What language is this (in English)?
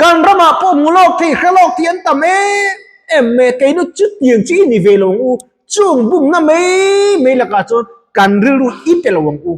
Mizo